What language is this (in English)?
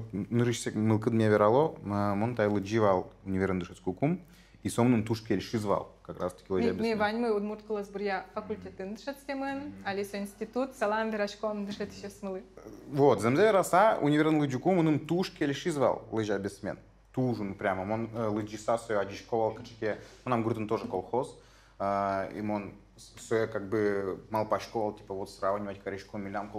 Udmurt